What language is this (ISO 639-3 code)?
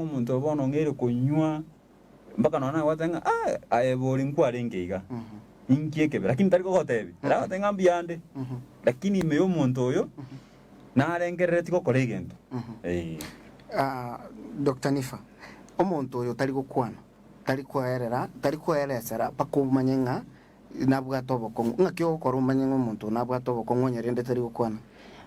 guz